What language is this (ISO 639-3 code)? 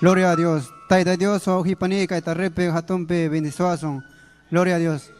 quy